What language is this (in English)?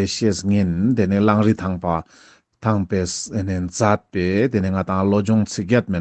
Ladakhi